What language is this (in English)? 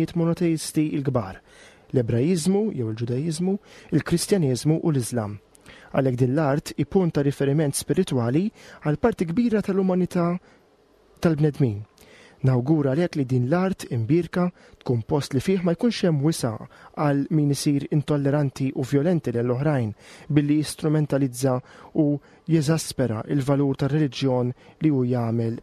Maltese